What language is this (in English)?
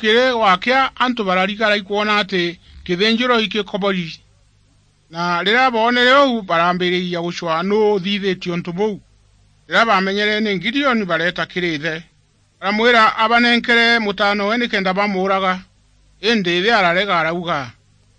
Meru